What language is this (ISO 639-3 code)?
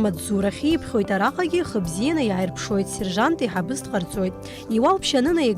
abk